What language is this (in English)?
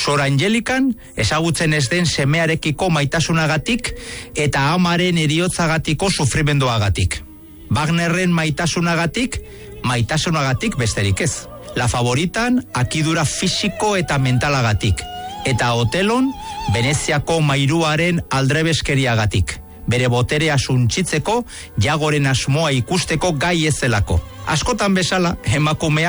Basque